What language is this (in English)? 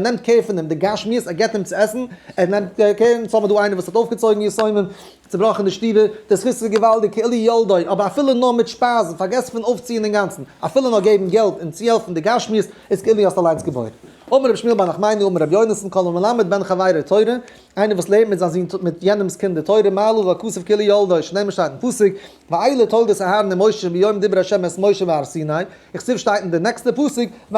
Yiddish